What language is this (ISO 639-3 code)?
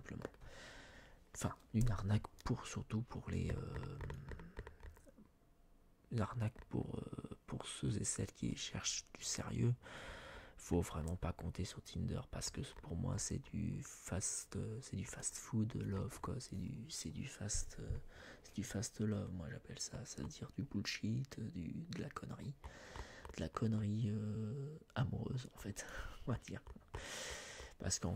fra